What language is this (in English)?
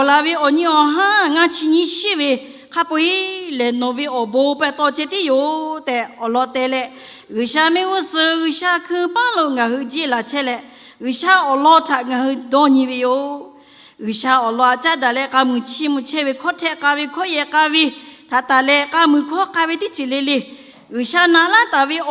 Lahu